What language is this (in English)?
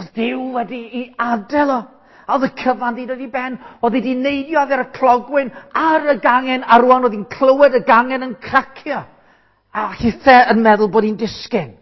Welsh